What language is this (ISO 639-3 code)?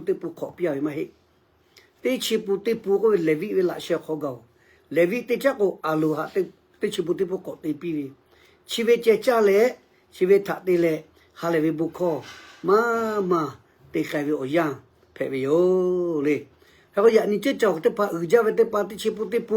lhu